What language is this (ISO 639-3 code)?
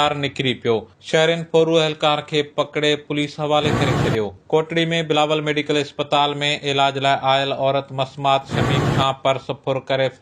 snd